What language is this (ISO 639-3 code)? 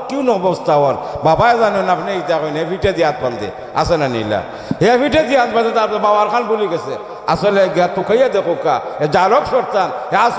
syl